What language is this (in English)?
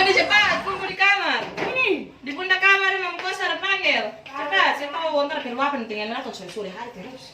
Ambonese Malay